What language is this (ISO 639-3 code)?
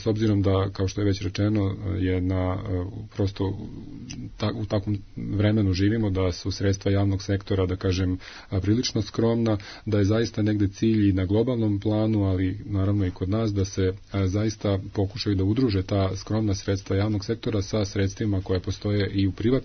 srp